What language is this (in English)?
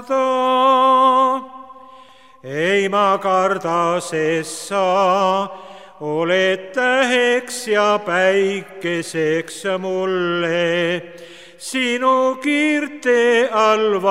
Estonian